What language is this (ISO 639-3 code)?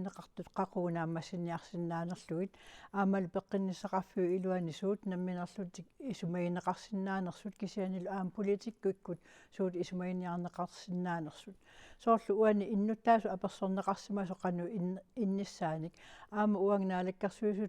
kal